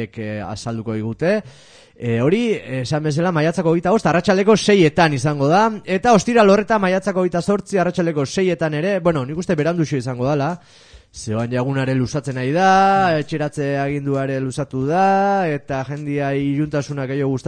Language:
Basque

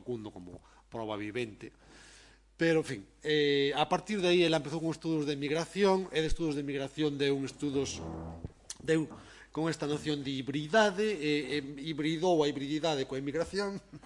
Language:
Galician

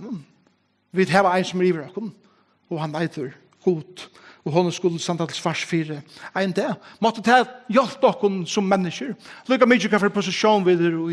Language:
Faroese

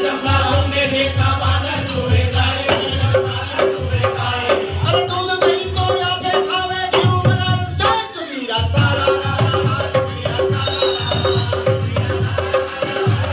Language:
Bhojpuri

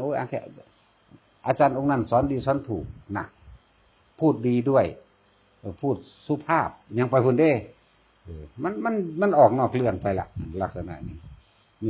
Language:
Northeastern Thai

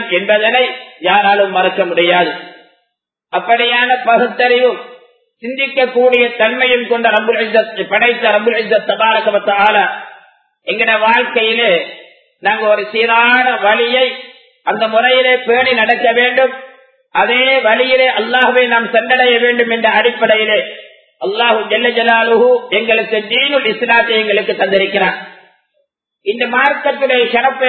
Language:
Tamil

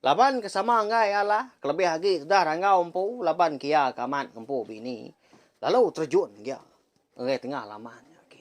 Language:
Iban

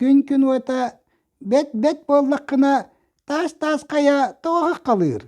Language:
Yakut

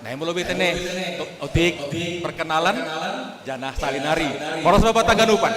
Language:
Batak Simalungun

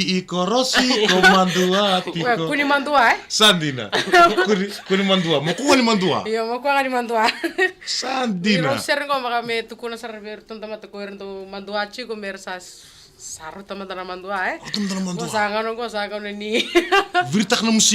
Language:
Fijian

